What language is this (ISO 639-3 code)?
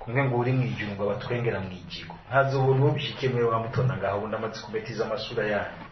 run